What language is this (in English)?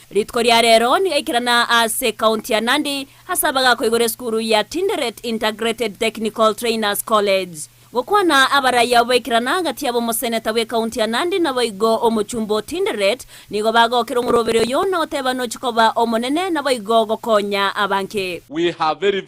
Gusii